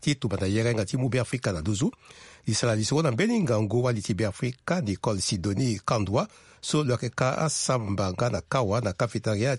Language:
Sango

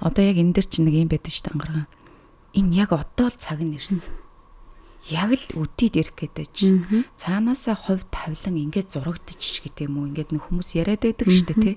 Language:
Mongolian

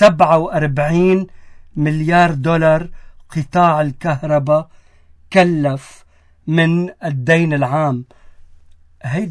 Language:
North Levantine Arabic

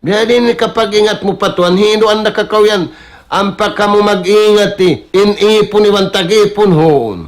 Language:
Tausug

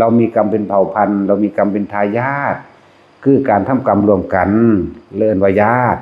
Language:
Northeastern Thai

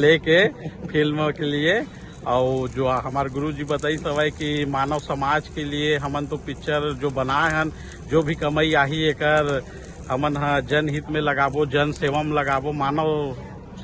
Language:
Chhattisgarhi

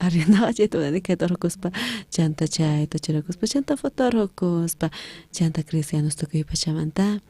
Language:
South Bolivian Quechua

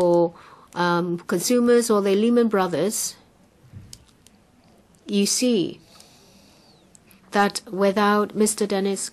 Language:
English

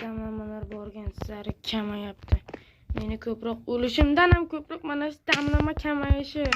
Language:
Uzbek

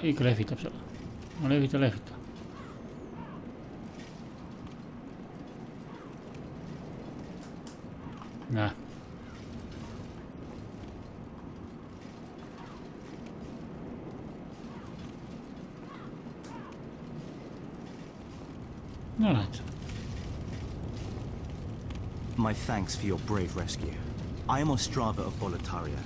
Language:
Estonian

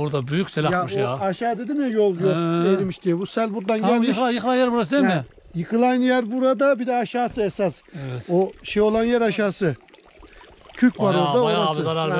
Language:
Turkish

